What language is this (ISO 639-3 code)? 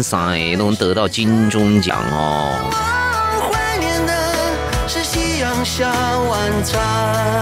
zho